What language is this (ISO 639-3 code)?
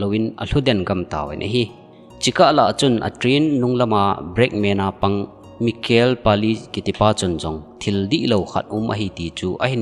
tcz